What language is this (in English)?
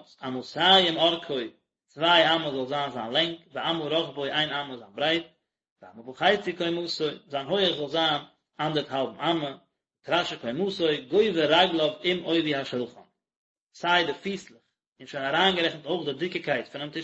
Yiddish